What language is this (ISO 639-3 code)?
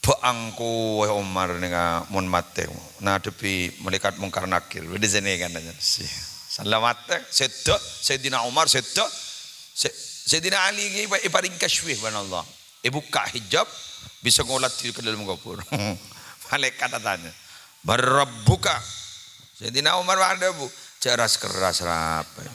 mad